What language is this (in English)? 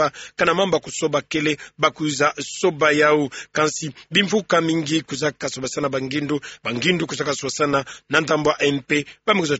Kituba (Democratic Republic of Congo)